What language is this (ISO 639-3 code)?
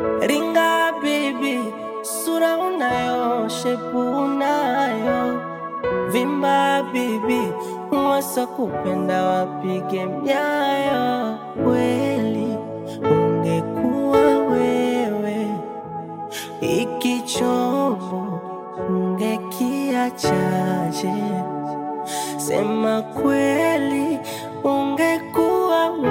swa